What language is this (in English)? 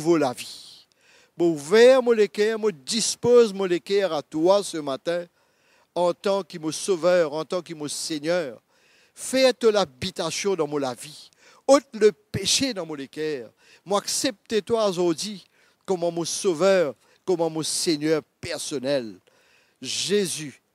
Morisyen